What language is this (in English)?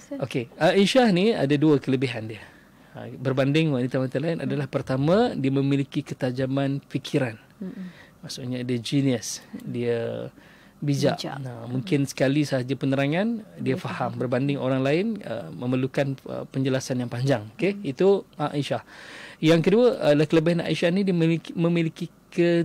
Malay